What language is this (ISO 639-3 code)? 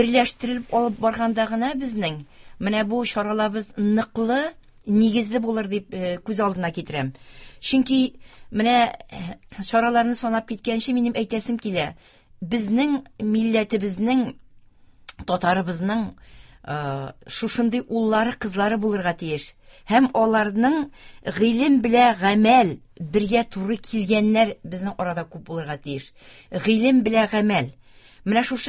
tat